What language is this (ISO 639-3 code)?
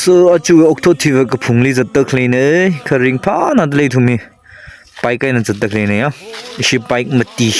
nmf